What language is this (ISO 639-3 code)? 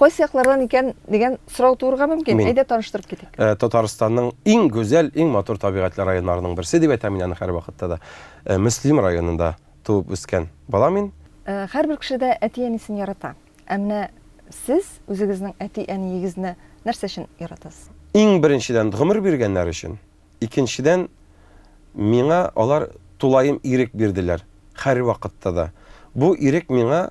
tat